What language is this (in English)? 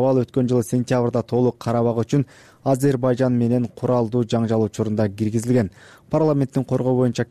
Kyrgyz